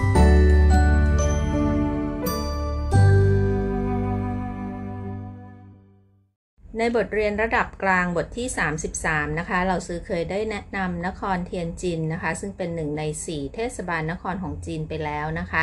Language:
Thai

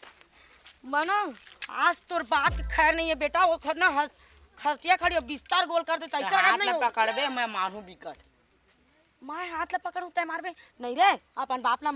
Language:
Chhattisgarhi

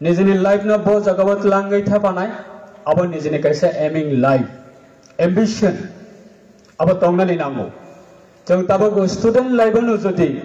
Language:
Riang (India)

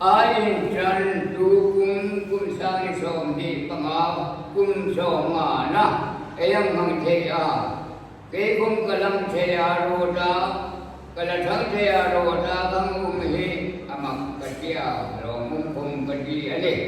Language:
Hmar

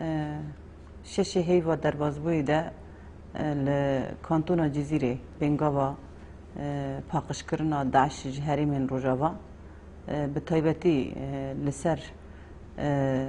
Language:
Kurdish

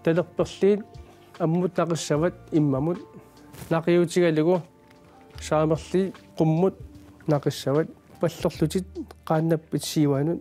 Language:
Kalaallisut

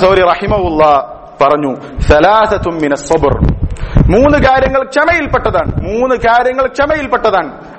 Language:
Malayalam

